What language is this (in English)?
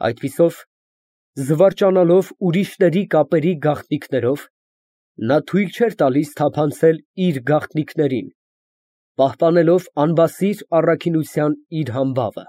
Armenian